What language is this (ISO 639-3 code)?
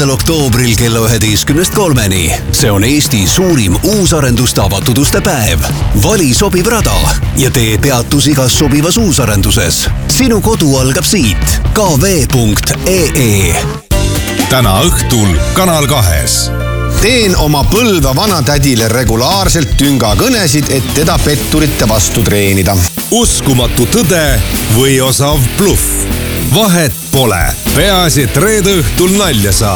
est